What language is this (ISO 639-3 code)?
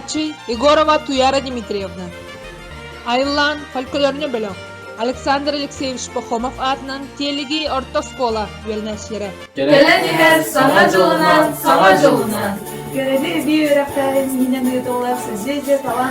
sah